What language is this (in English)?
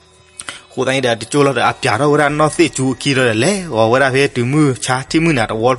S'gaw Karen